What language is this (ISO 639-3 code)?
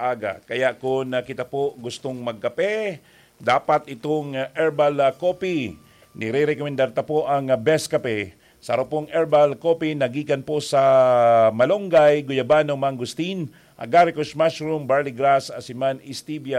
bik